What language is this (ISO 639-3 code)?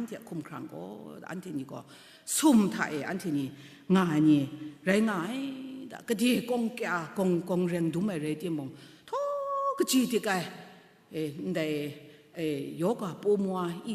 kac